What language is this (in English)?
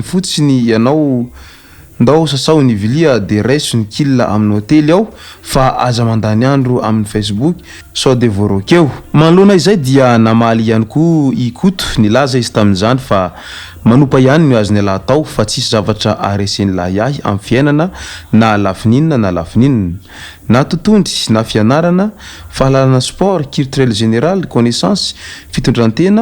Malagasy